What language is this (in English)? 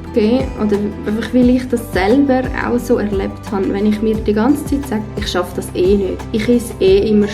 Swiss German